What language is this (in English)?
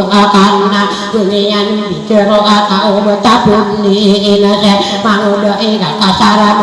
Maranao